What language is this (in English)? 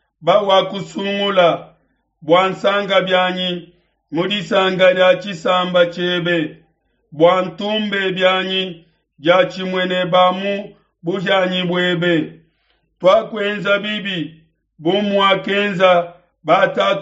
Luba-Lulua